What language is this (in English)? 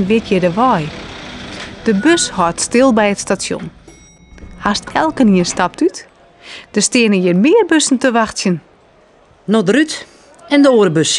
Western Frisian